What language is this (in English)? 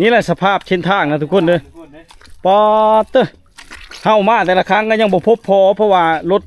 Lao